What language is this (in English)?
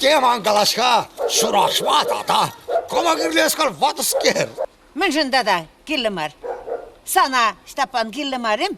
Chuvash